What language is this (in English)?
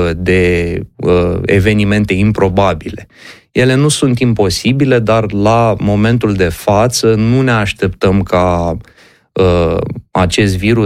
Romanian